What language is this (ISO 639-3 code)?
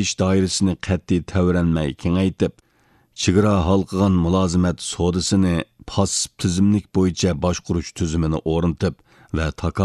uig